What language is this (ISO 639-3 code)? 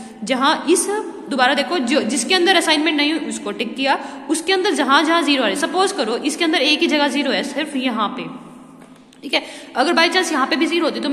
hin